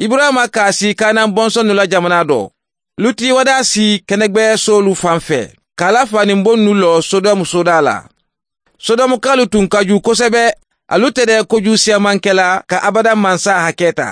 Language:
Bambara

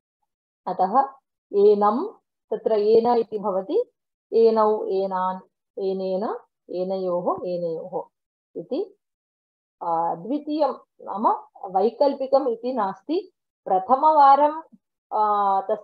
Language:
Sanskrit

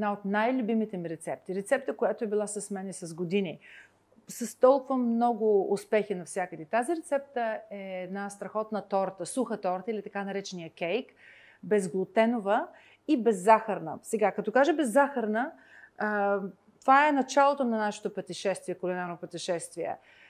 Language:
Bulgarian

